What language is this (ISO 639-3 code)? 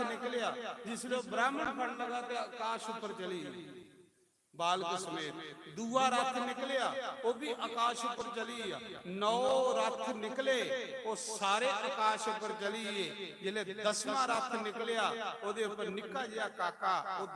doi